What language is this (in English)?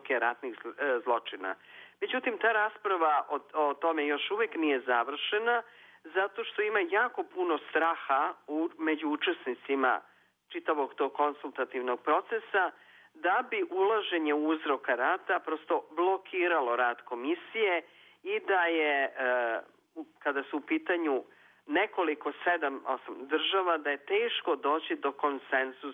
Serbian